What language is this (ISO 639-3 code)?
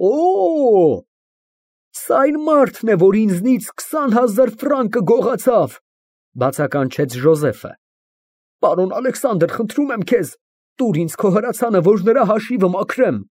hye